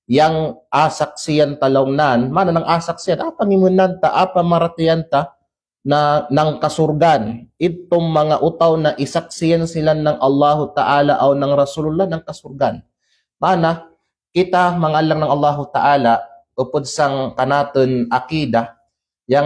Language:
Kalagan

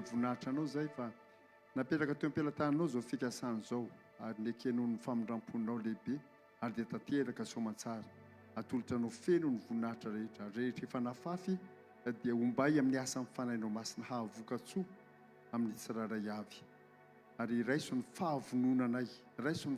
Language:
Malagasy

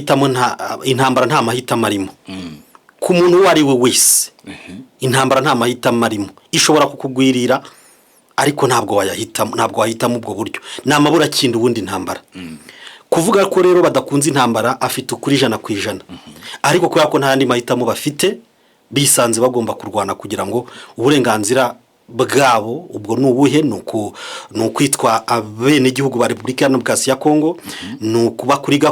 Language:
Kinyarwanda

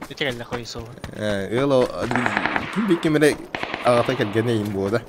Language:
Yakut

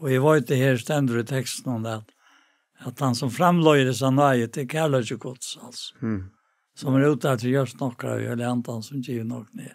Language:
Faroese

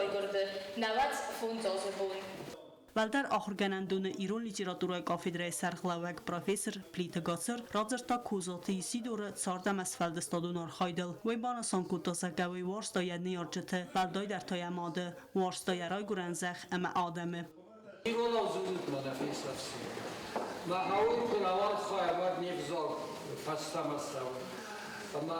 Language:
Ossetic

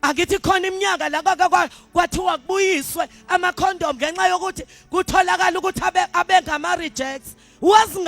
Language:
Zulu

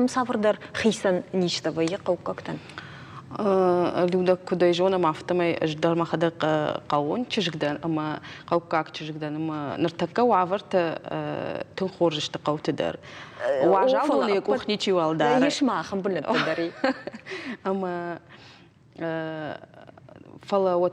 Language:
Ossetic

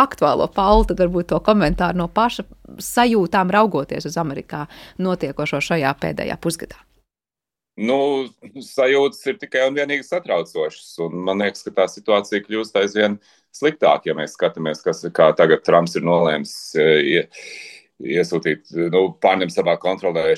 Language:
Latvian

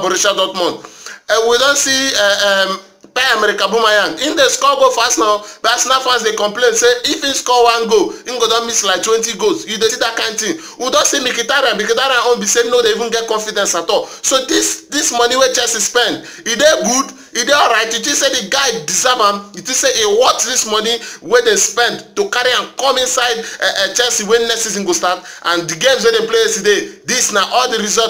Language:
Nigerian Pidgin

